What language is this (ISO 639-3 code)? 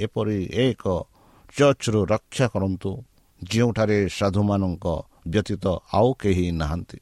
ori